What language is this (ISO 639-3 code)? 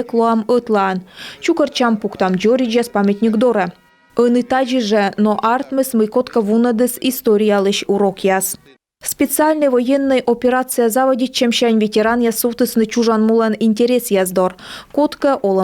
kom